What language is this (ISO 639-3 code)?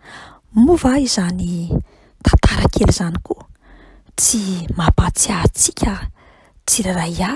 mlg